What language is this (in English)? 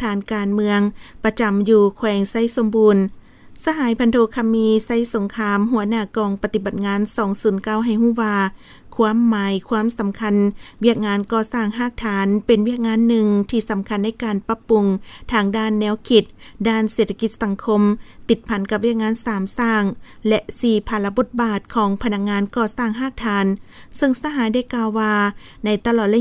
Lao